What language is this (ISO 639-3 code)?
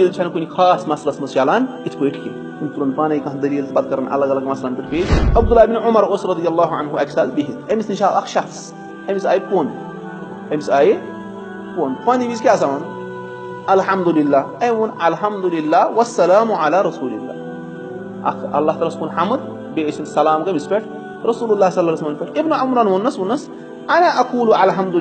kas